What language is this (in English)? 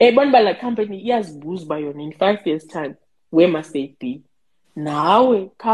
Xhosa